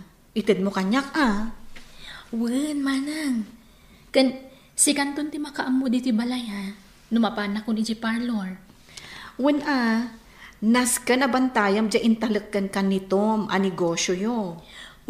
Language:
Iloko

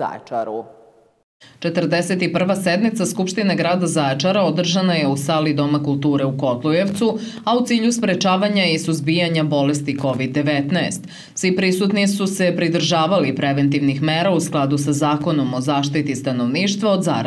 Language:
Serbian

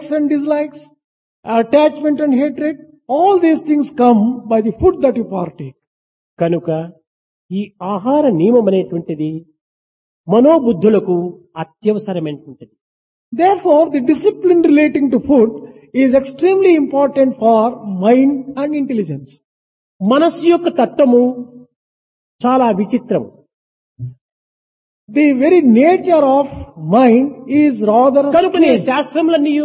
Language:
Telugu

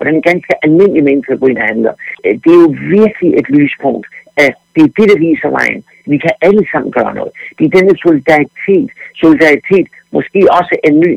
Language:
Danish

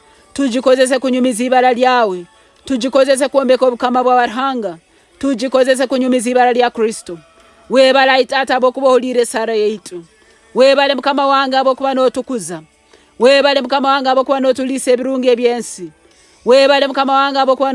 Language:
Nyoro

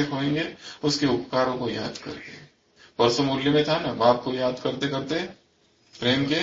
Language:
Hindi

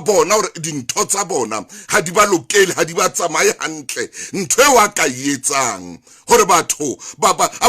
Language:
Southern Sotho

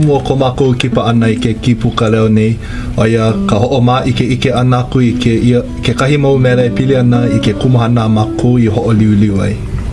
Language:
Hawaiian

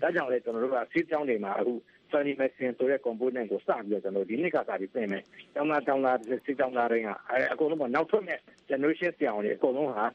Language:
Burmese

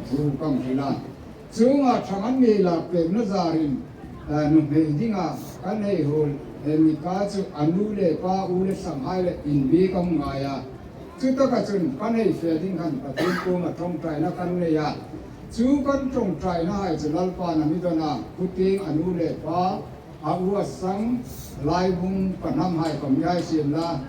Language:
Hmar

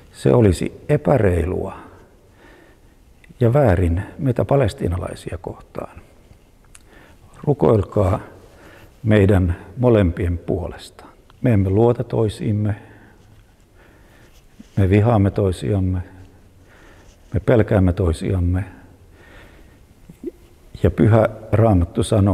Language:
Finnish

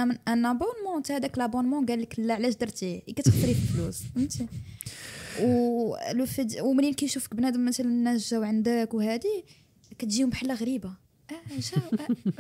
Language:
Moroccan Arabic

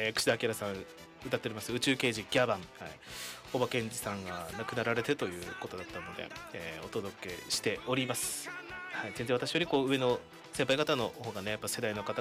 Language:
Japanese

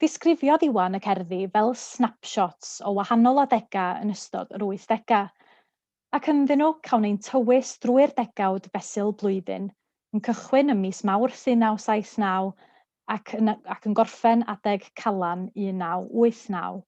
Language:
Welsh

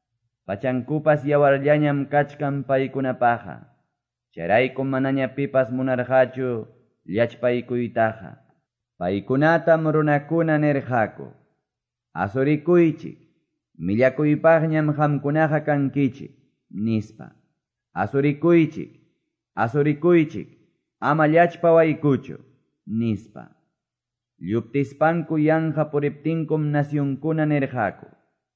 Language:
Quechua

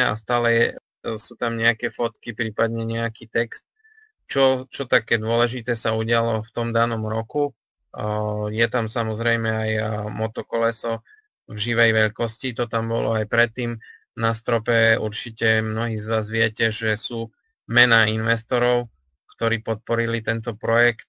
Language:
Slovak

